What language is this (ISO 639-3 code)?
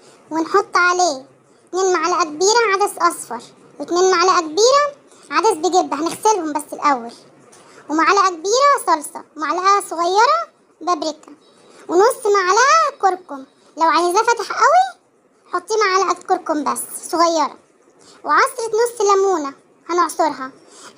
arz